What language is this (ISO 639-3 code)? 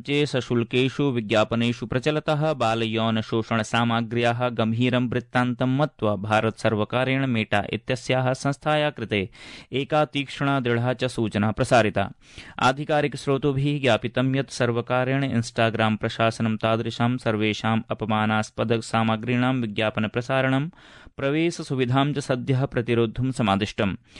san